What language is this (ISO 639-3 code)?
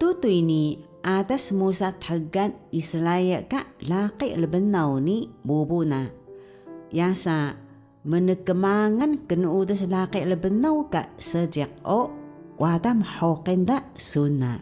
trv